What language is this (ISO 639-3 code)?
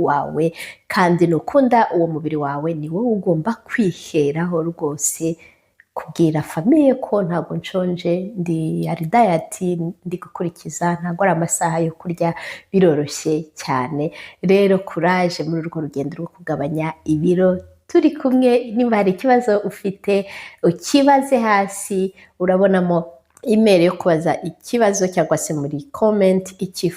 kin